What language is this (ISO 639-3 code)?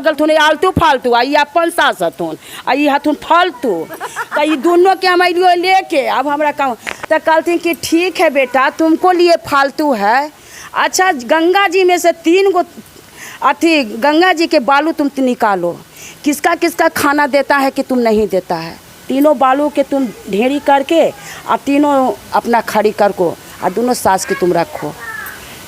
mag